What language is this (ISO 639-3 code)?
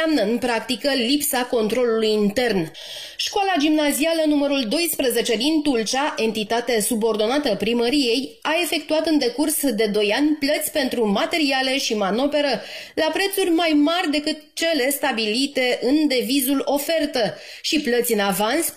ron